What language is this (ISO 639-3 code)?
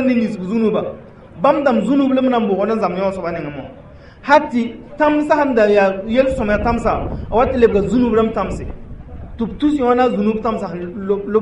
mos